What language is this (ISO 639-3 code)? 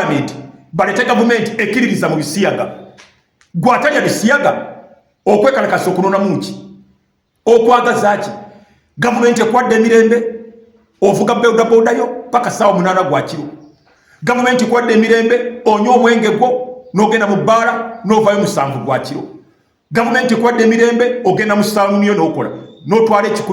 lug